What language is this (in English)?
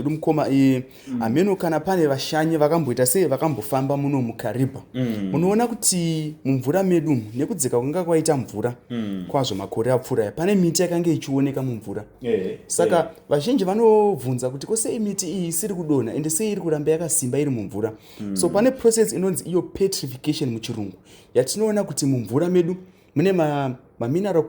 Shona